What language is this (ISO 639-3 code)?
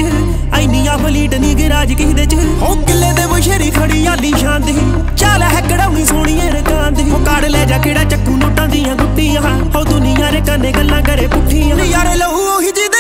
pan